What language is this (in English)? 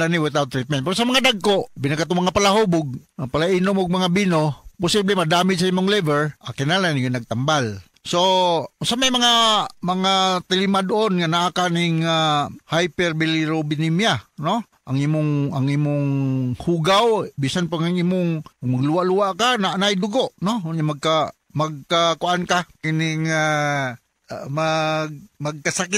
Cebuano